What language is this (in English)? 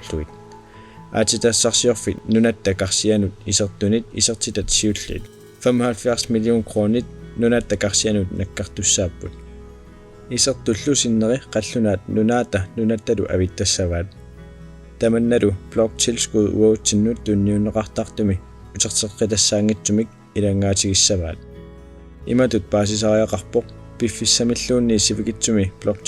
Kalaallisut